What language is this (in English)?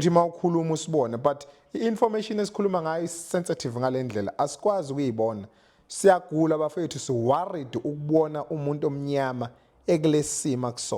Zulu